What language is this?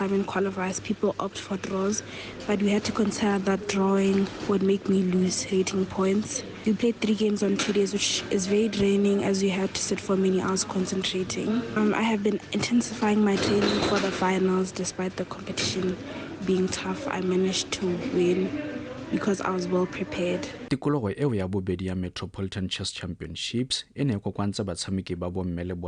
Tswana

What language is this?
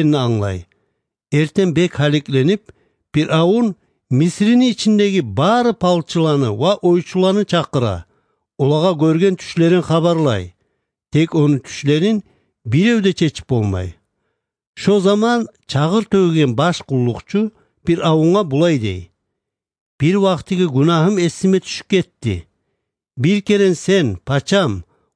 Kumyk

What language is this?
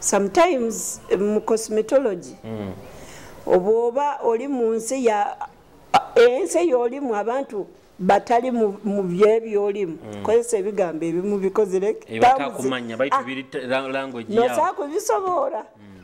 Nyoro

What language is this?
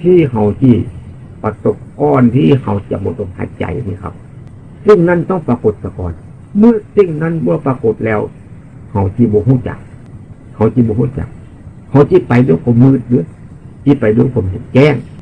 Northeastern Thai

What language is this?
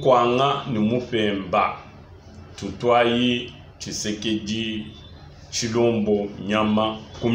Luba-Lulua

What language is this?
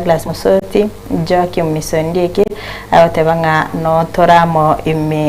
Gusii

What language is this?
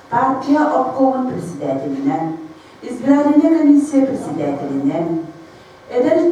Yakut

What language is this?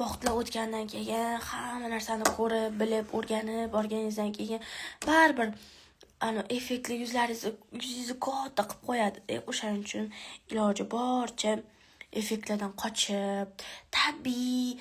Uzbek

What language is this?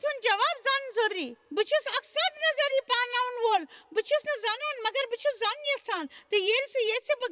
Kashmiri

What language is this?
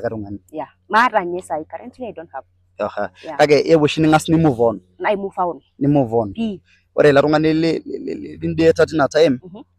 Masai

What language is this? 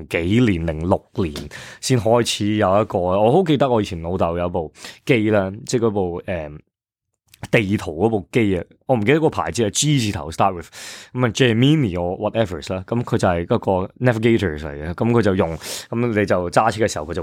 Cantonese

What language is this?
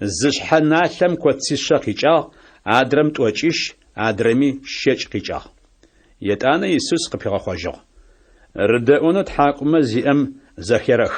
Adyghe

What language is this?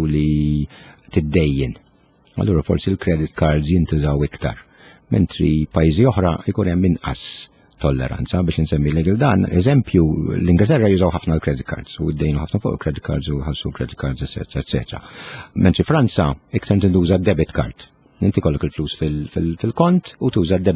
Maltese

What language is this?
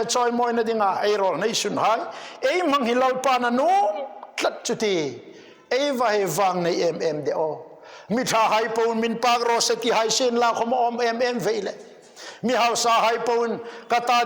Hmar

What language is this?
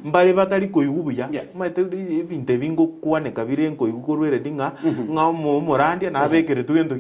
Gusii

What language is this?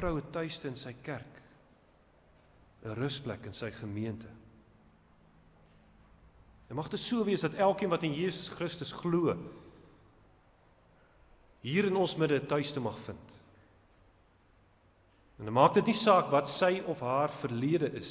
Afrikaans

